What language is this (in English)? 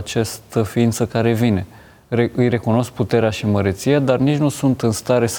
Romanian